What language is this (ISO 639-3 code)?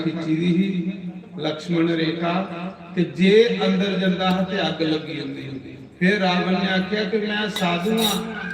doi